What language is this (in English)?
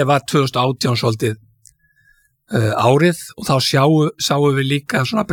Icelandic